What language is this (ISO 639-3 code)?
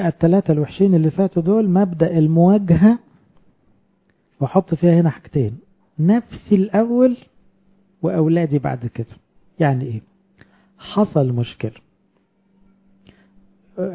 arz